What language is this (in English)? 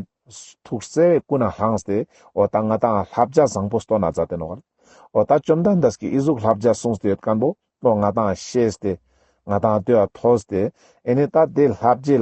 Ladakhi